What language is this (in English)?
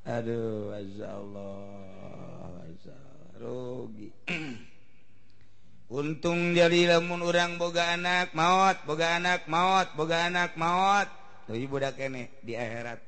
Sundanese